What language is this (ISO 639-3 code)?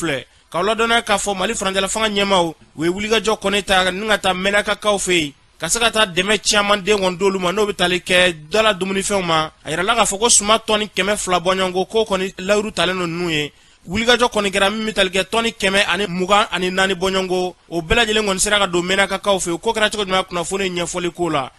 bam